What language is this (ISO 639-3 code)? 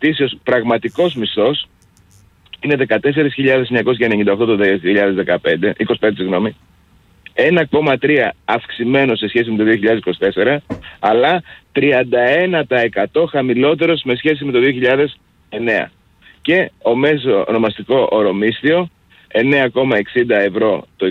ell